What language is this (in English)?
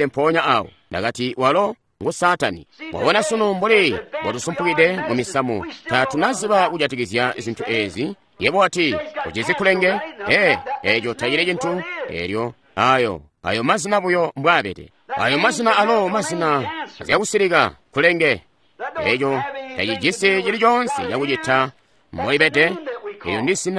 Tonga (Zambia)